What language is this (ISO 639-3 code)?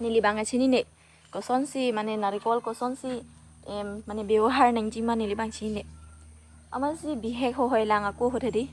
mjw